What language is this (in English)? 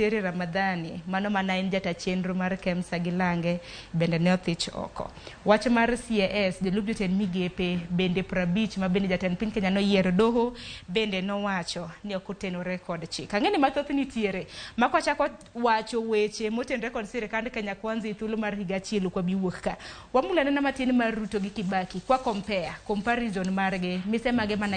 Luo (Kenya and Tanzania)